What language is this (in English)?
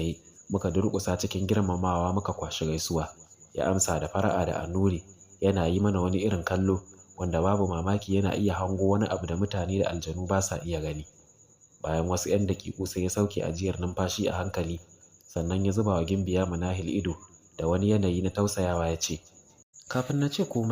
Hausa